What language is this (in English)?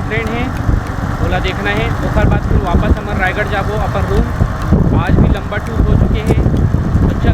Chhattisgarhi